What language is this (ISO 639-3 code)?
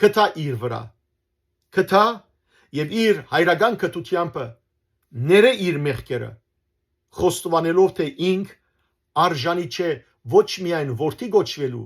hyw